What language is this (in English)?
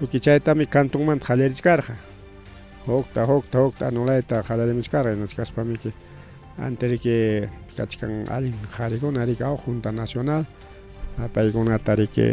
Ayacucho Quechua